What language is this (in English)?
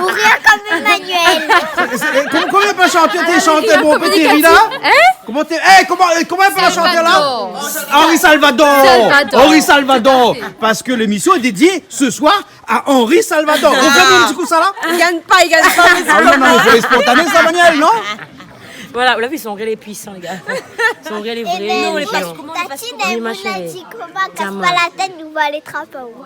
Réunion Creole French